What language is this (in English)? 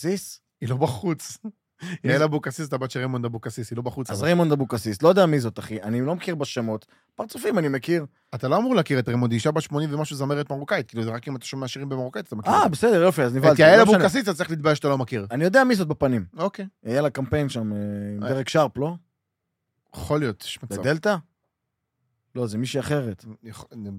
Hebrew